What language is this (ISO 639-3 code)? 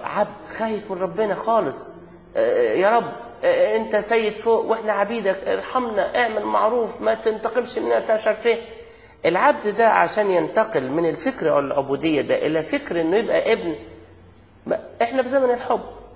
arz